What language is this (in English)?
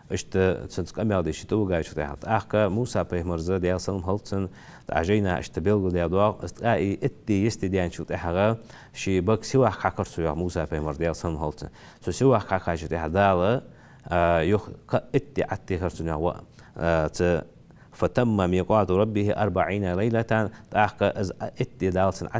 Ingush